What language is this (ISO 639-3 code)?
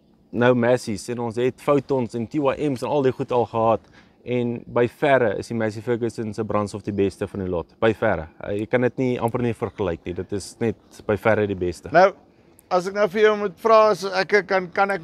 afr